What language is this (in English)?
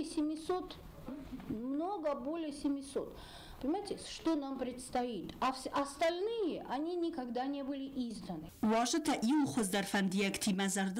Ossetic